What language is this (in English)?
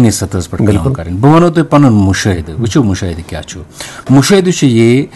Kashmiri